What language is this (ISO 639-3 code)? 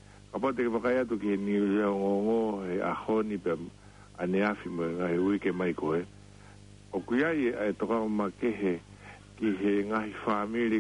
ton